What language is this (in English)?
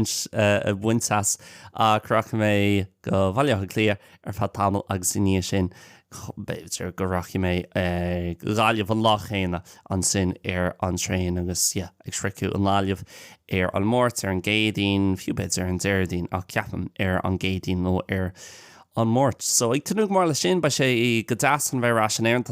Irish